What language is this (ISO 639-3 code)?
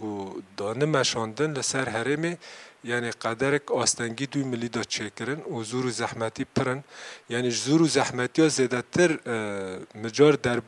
kur